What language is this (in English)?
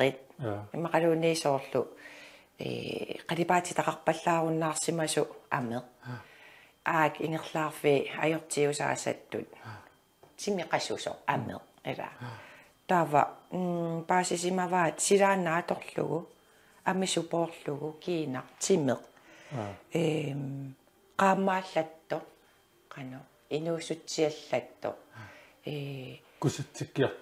Kalaallisut